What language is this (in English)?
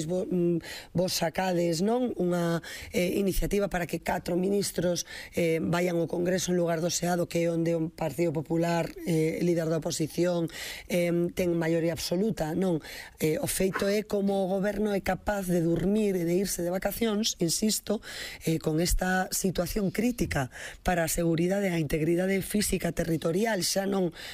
Galician